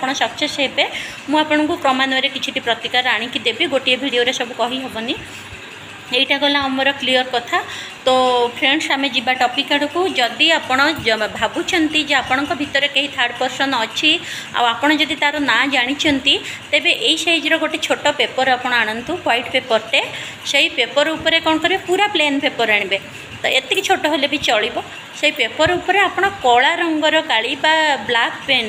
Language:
Odia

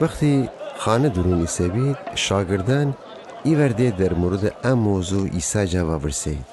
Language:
Gilaki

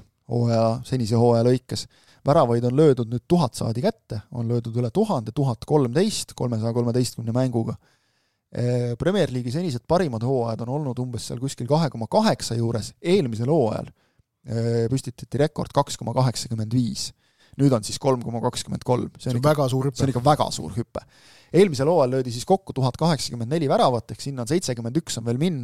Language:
Estonian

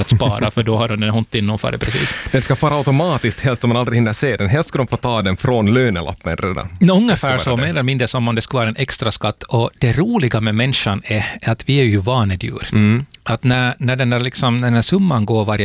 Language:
Swedish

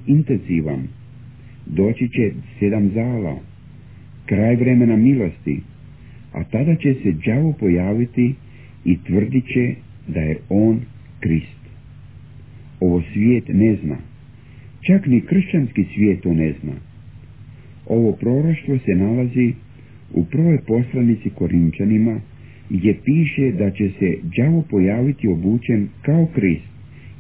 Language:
Croatian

